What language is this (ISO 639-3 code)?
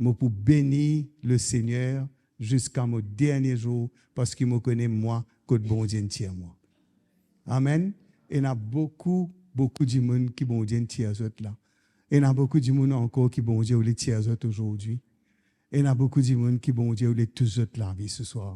mfe